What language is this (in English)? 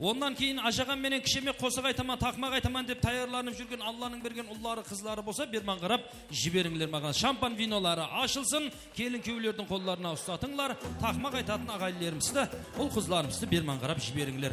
Kara-Kalpak